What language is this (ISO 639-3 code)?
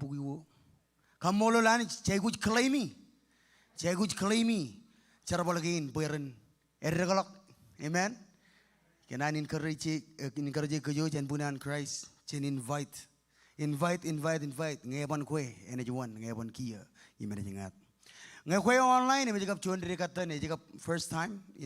mah